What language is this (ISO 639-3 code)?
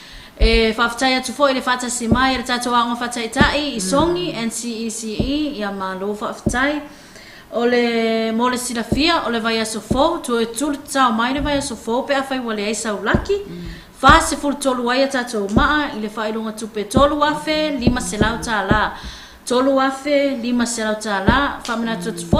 smo